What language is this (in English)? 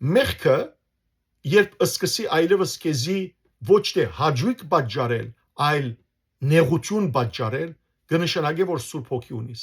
Western Armenian